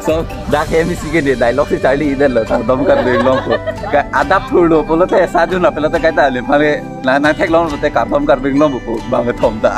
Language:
Karbi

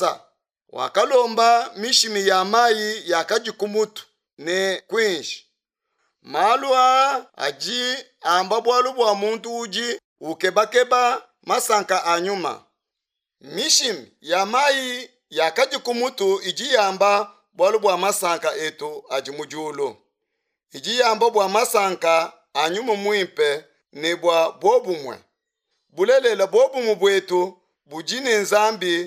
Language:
Luba-Lulua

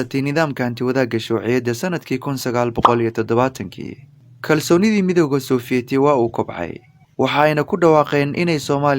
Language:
Somali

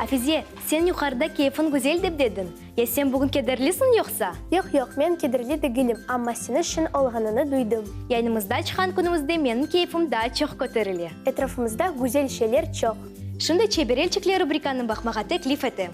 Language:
Crimean Tatar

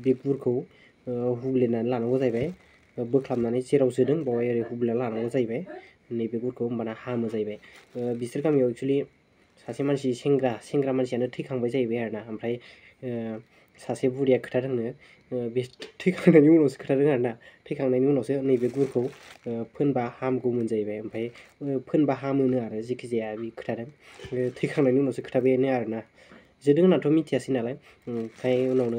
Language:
Bodo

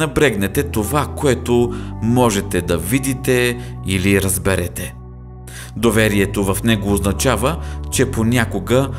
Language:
Bulgarian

